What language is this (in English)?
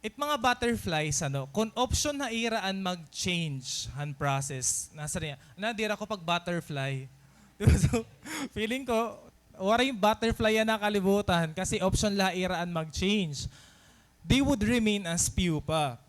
Waray